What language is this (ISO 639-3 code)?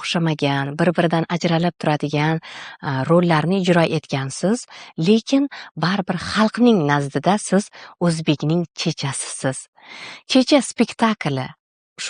uzb